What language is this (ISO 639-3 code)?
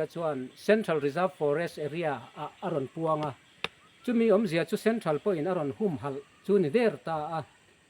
lus